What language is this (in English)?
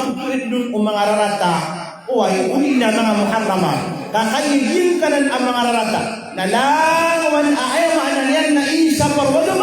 Maranao